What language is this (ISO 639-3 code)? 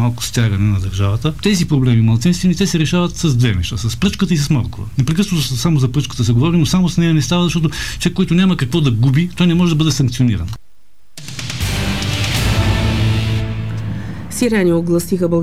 bul